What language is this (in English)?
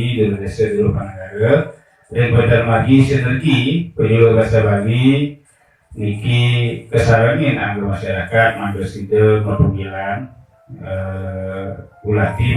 Balinese